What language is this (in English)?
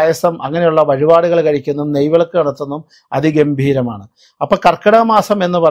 Malayalam